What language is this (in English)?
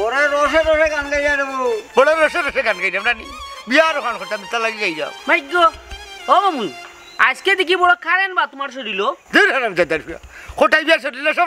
Sylheti